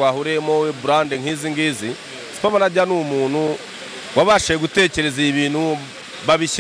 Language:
Kinyarwanda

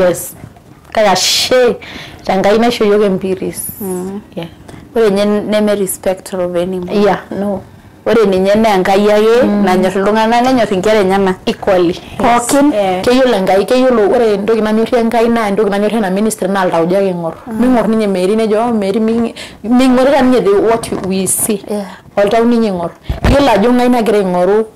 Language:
Masai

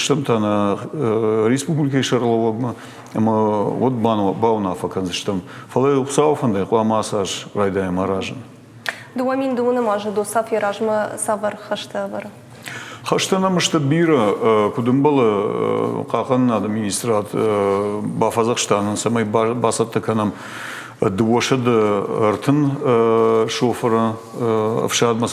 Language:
Ossetic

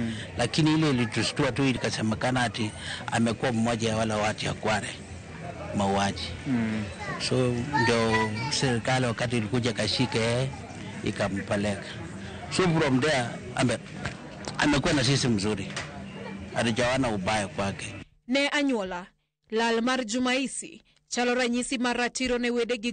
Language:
Luo (Kenya and Tanzania)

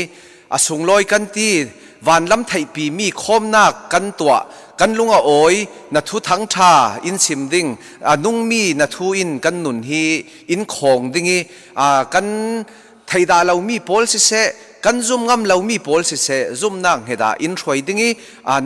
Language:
Falam Chin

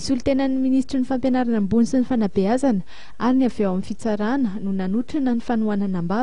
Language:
Malagasy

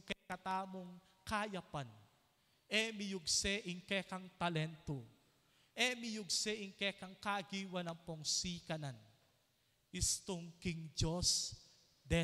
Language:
Pampanga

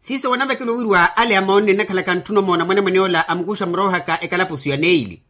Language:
Makhuwa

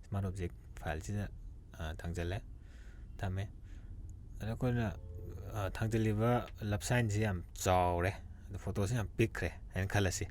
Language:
Manipuri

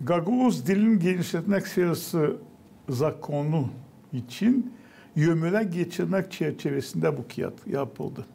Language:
Gagauz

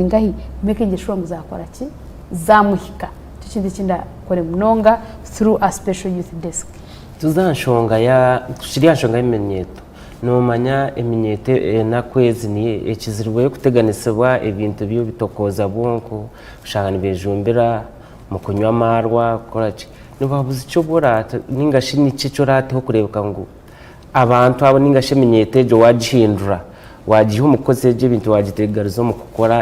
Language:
Nyankole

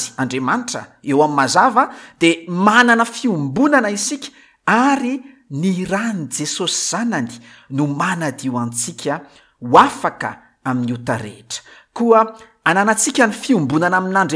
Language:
Malagasy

